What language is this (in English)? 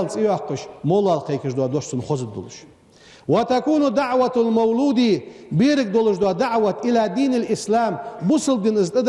Ingush